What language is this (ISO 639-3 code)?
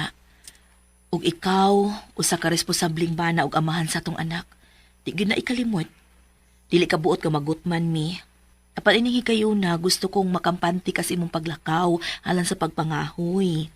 ceb